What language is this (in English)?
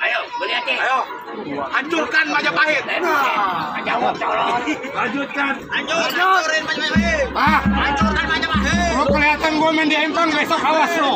Betawi